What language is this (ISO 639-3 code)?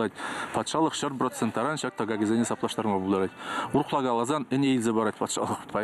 chv